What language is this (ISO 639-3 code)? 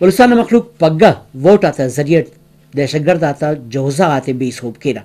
brh